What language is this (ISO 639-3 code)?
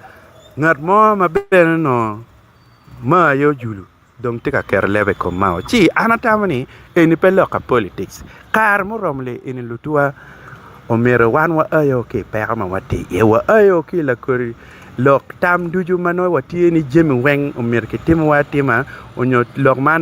ach